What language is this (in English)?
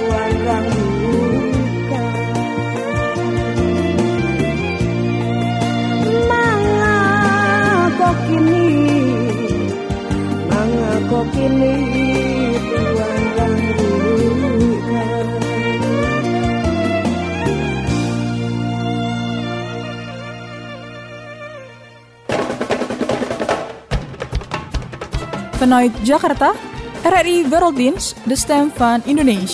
Dutch